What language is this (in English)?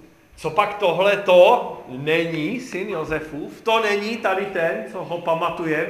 Czech